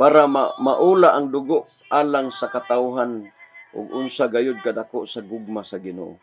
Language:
Cebuano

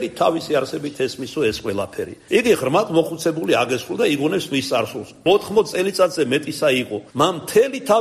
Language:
Georgian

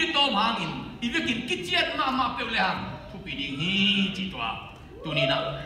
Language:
Tedim Chin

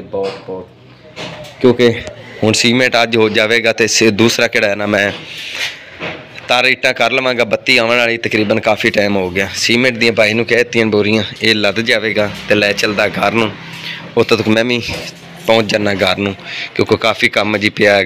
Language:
Punjabi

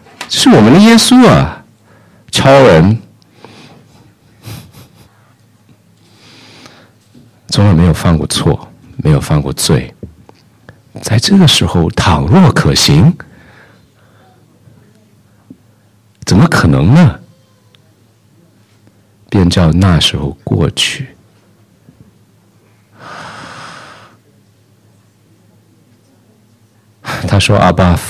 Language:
Chinese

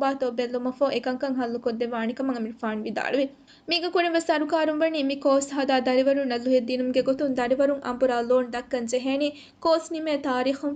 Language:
Divehi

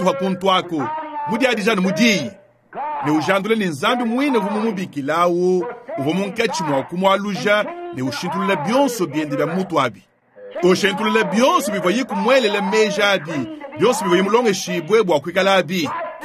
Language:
Luba-Lulua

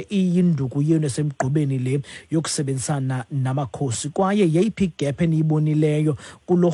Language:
Xhosa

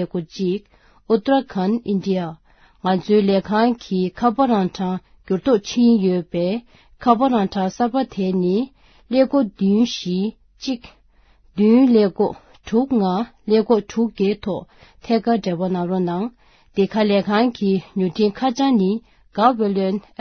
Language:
Tibetan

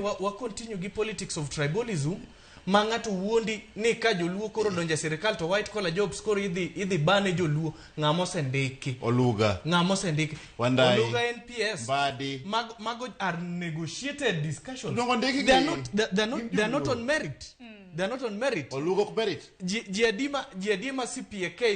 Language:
Luo (Kenya and Tanzania)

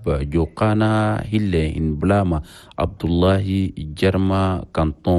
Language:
Chadian Arabic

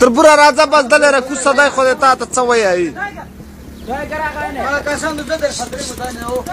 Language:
Pashto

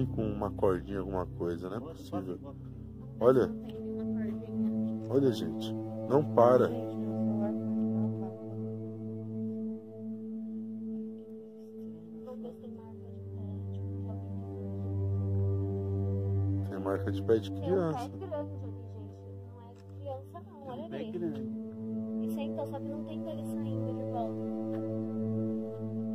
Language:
Portuguese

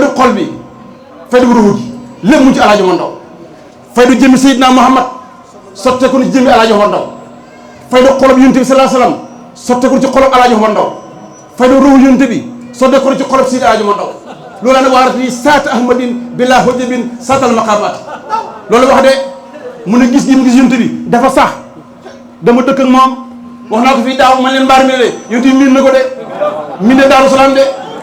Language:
Wolof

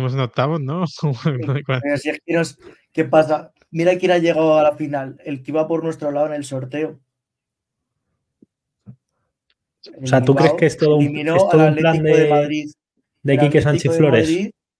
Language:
Spanish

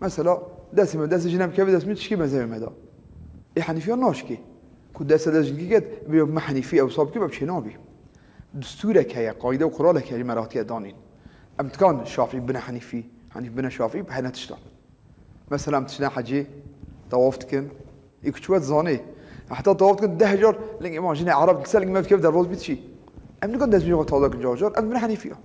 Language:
Kurdish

